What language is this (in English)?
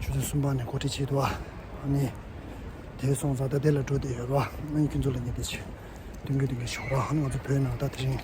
Tibetan